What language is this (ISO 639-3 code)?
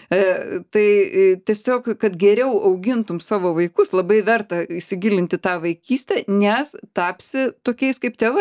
lit